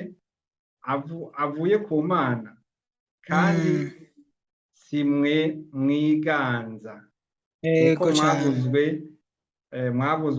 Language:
Rundi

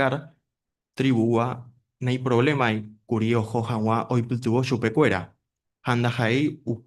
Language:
Guarani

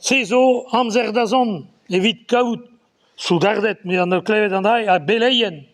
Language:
Breton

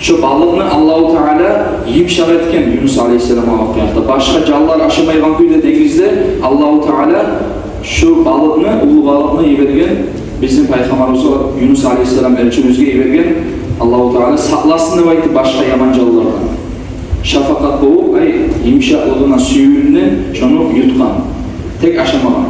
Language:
Kumyk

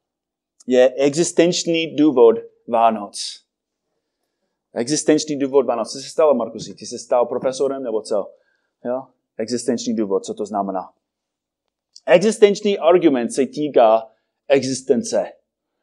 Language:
Czech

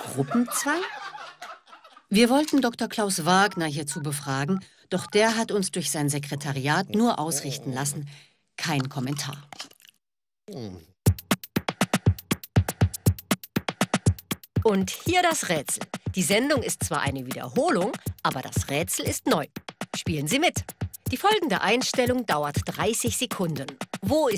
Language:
German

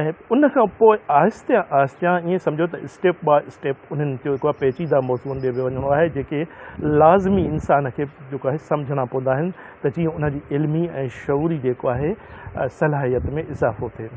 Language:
Sindhi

